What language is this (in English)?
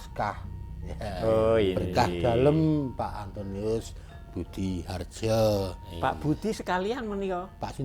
Javanese